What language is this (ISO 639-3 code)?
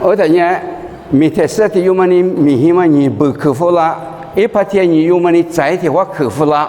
lis